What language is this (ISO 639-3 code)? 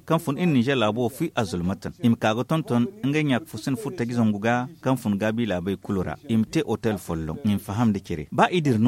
dje